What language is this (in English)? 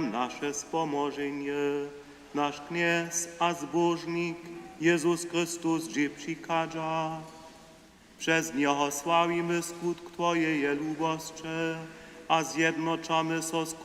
Upper Sorbian